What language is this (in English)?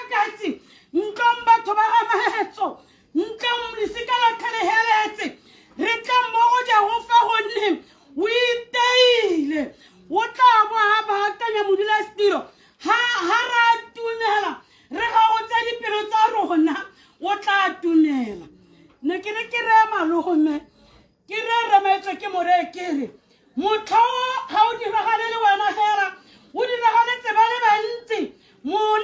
Tswana